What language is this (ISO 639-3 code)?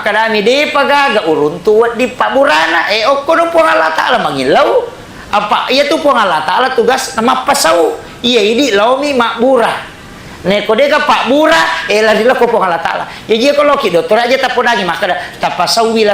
bug